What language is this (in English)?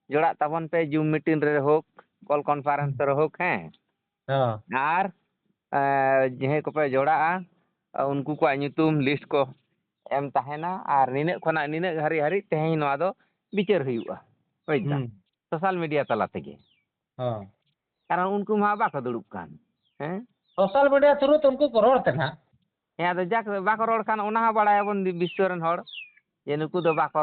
Santali